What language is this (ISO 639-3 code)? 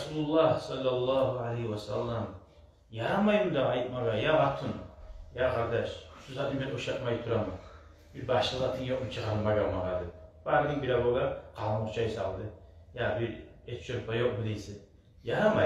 kum